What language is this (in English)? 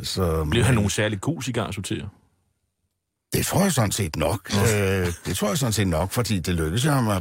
Danish